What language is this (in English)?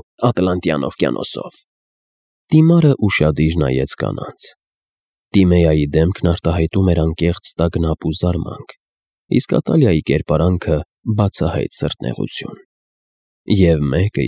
Armenian